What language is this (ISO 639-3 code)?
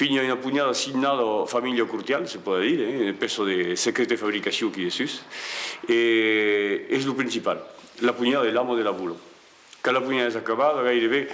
oci